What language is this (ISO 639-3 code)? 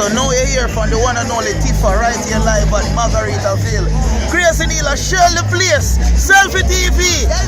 jam